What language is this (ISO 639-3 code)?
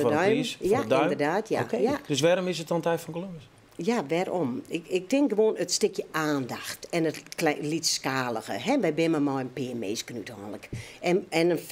fry